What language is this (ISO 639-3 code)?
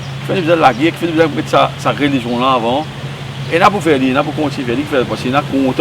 mfe